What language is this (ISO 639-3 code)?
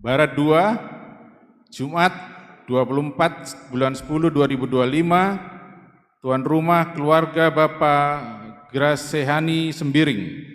btx